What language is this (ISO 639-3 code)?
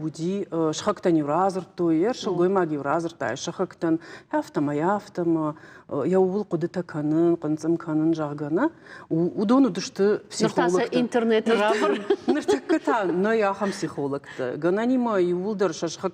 oss